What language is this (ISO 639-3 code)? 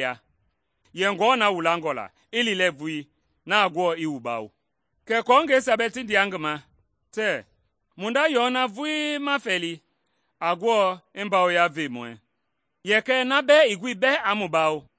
men